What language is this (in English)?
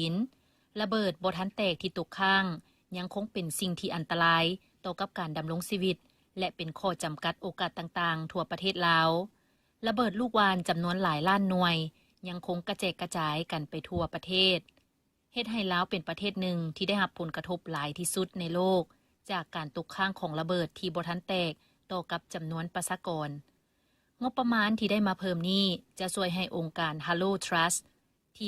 Lao